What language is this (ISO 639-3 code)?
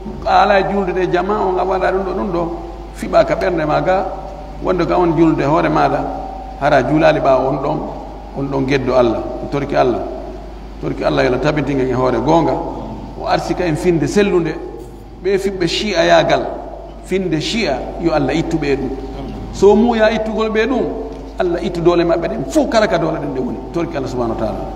fuf